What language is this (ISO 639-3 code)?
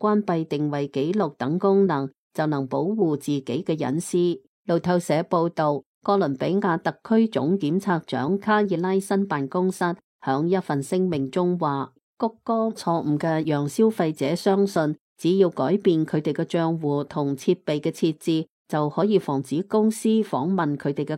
yue